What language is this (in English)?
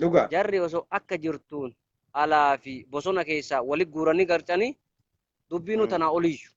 Oromo